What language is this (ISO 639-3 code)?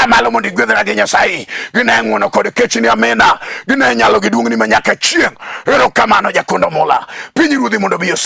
luo